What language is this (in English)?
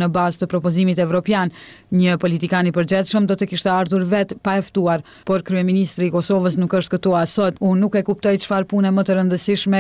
Albanian